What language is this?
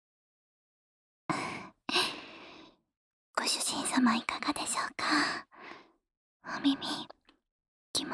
Japanese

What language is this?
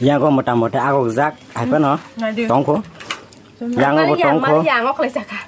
Kok Borok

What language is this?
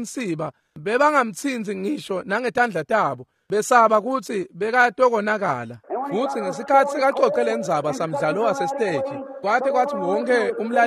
Swati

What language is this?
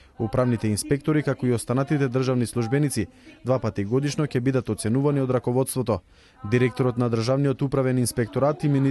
Macedonian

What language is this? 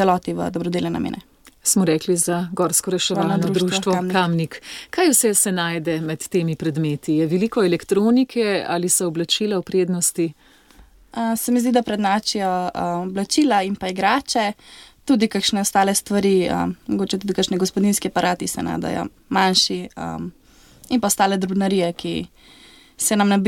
Slovenian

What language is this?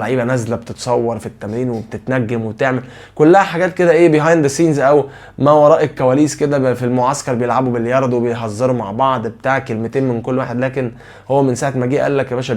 Egyptian Arabic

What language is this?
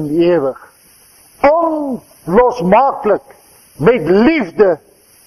Afrikaans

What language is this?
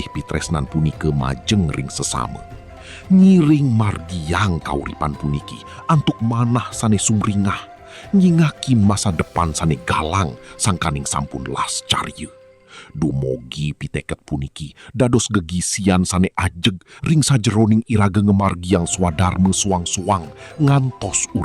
Balinese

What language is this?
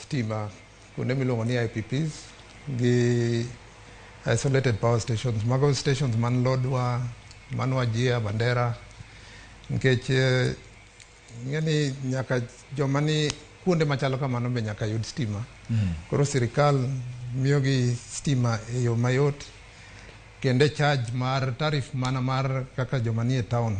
Luo (Kenya and Tanzania)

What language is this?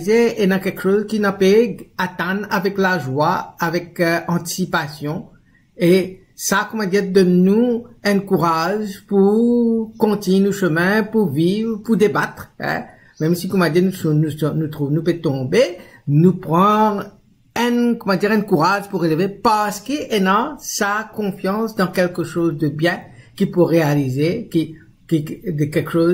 Morisyen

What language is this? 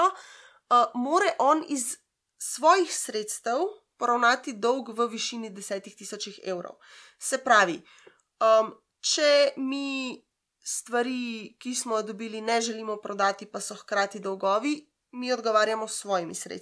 Slovenian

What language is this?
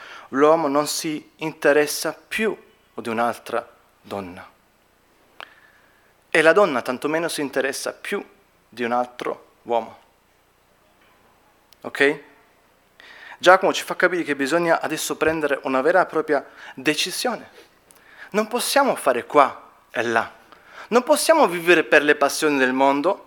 Italian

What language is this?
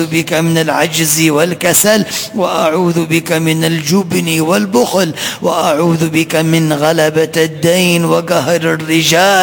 Arabic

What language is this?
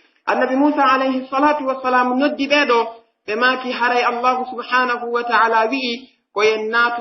Pular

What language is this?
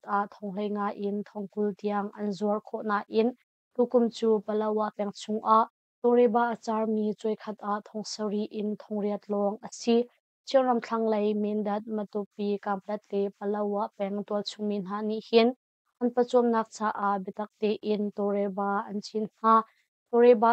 Hakha Chin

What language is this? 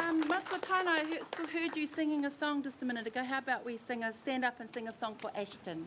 Māori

